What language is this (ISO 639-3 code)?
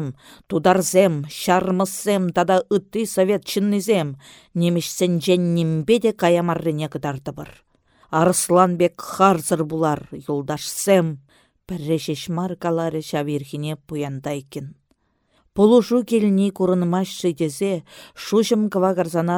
chv